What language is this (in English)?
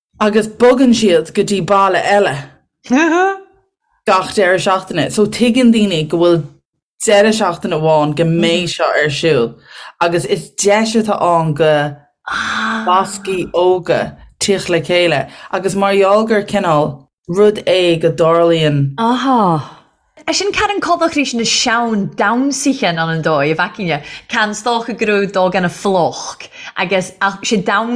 Irish